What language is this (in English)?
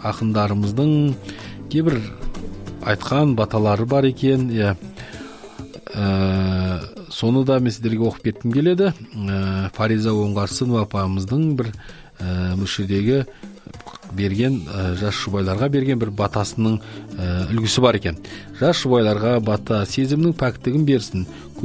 Kazakh